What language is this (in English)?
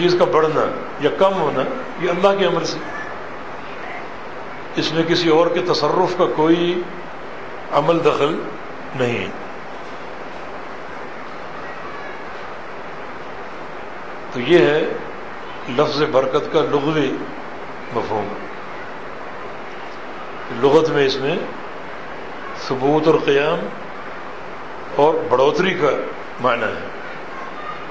Urdu